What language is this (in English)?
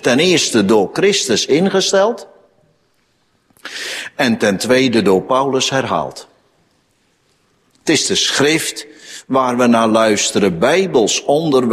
Dutch